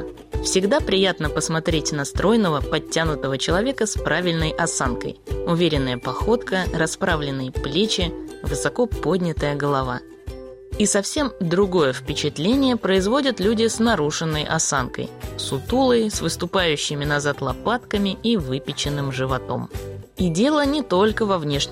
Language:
Russian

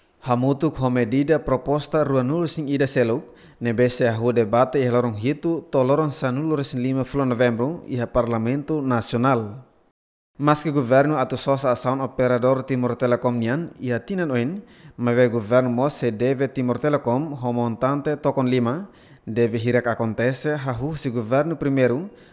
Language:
Tetum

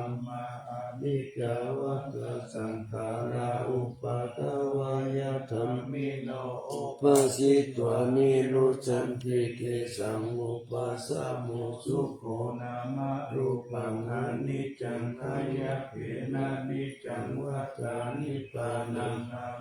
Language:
Pali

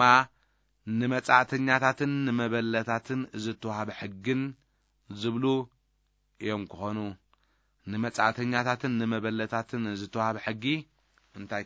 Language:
Tigrinya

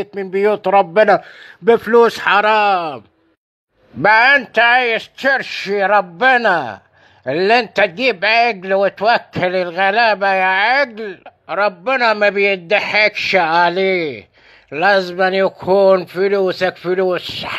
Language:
Egyptian Arabic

